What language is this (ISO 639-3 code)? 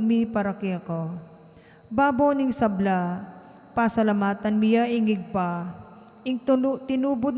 pam